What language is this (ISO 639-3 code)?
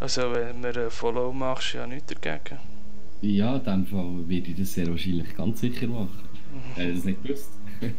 gsw